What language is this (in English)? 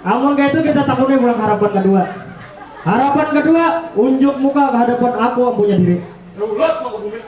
Banjar